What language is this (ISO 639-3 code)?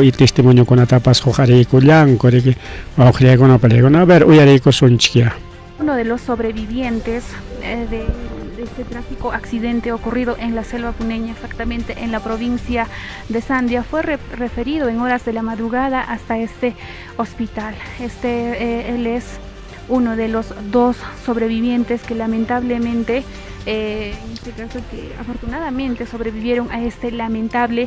quy